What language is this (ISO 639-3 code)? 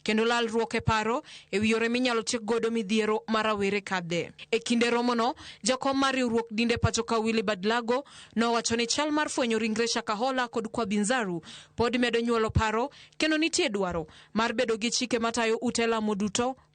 luo